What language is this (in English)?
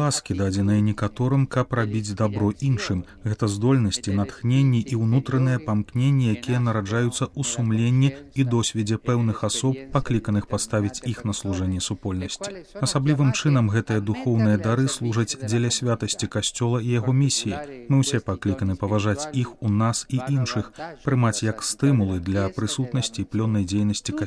Belarusian